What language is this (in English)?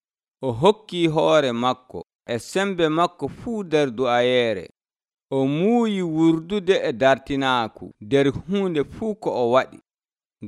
Nigerian Fulfulde